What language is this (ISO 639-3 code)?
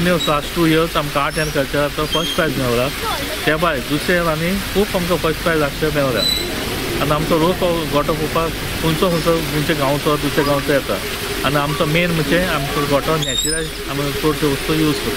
kok